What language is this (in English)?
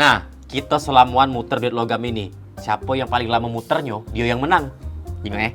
Musi